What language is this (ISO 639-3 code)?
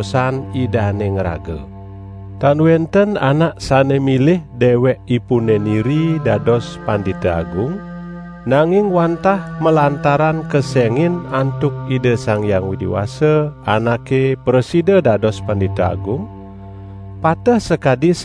ban